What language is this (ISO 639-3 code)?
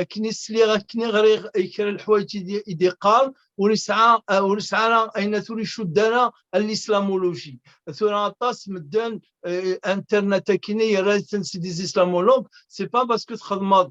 kab